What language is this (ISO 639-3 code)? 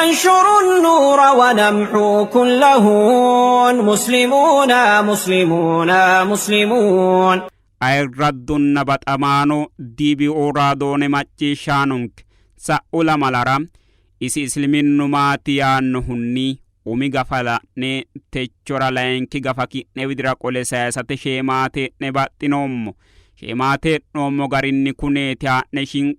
sid